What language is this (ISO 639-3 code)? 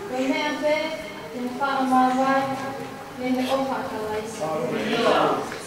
ton